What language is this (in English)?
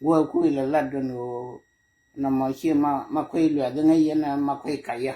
Nuer